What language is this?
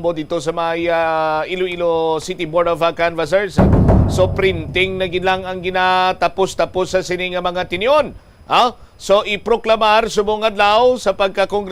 Hiligaynon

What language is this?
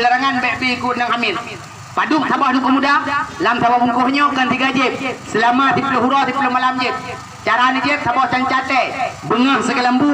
Achinese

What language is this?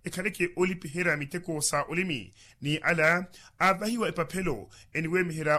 Makhuwa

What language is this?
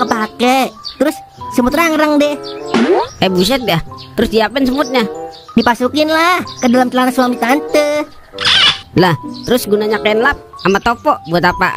Betawi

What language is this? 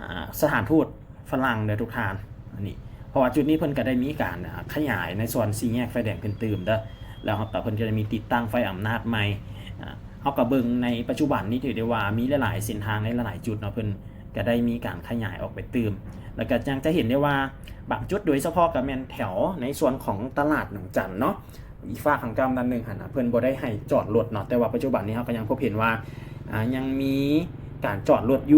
Lao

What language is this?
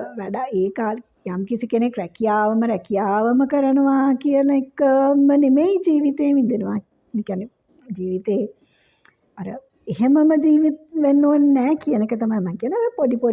Sinhala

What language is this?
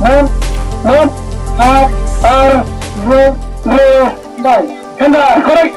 Khasi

